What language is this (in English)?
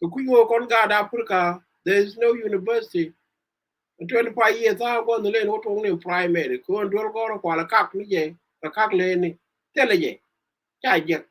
Nuer